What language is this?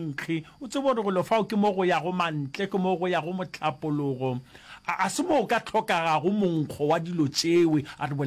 Northern Sotho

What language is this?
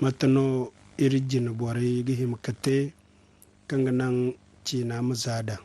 Zarma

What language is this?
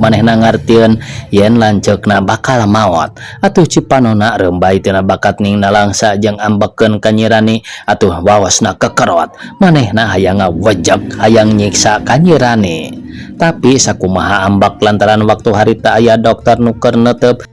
Sundanese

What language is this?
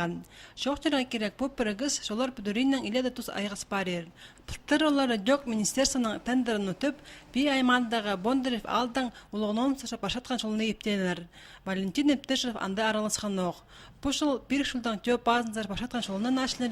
Khakas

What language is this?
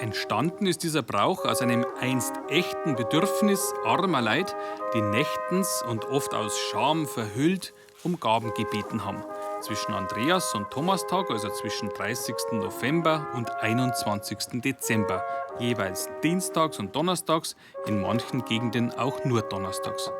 Bavarian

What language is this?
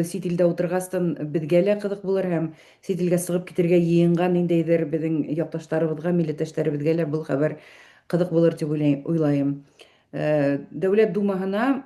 Bashkir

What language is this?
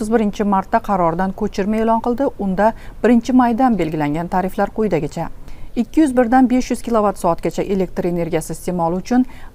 Uzbek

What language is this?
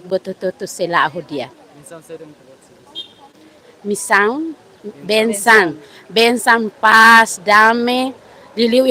Tetum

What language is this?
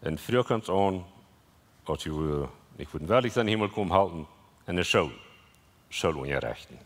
Plautdietsch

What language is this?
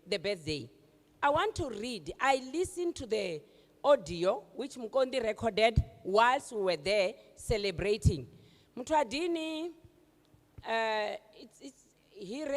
Venda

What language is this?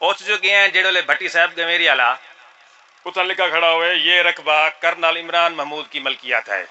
Saraiki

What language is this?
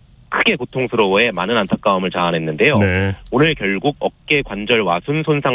Korean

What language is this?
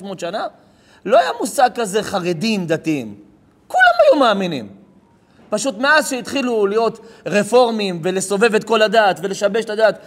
Hebrew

